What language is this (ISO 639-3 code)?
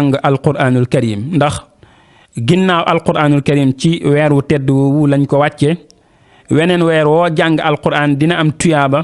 wol